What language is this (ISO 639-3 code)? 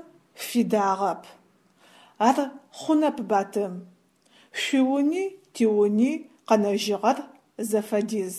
ady